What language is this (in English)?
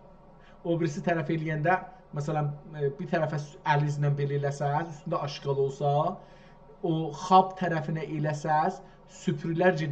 South Azerbaijani